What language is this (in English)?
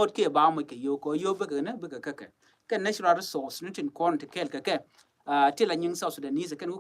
Nuer